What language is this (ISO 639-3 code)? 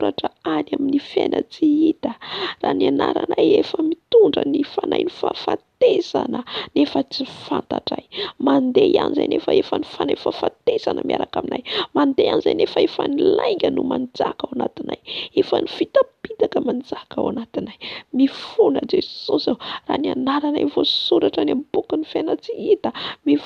mlg